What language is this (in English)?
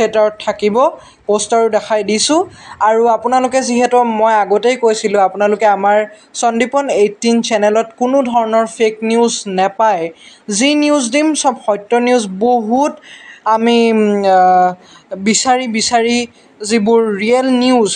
Assamese